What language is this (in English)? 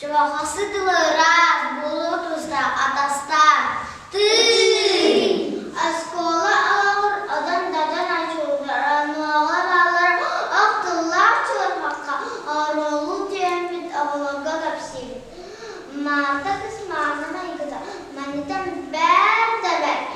Yakut